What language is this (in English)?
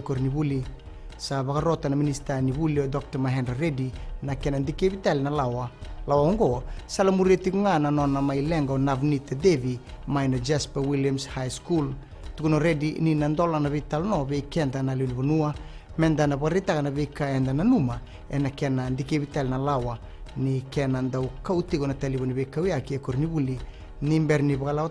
Fijian